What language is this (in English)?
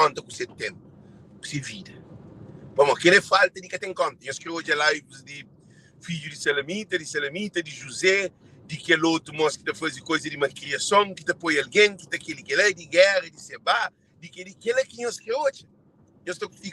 Kabuverdianu